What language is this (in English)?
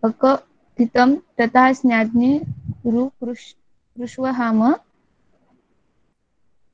Marathi